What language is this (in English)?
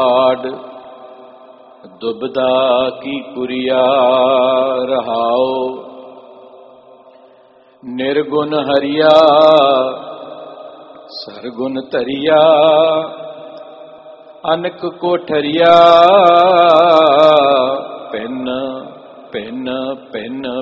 Punjabi